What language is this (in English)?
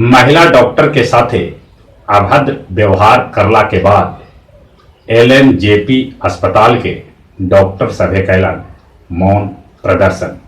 Magahi